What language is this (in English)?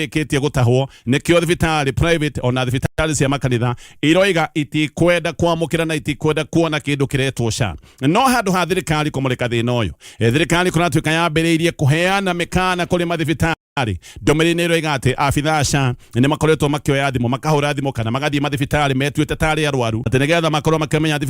Kikuyu